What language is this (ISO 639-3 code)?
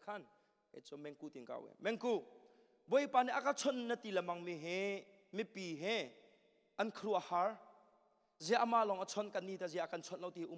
cnh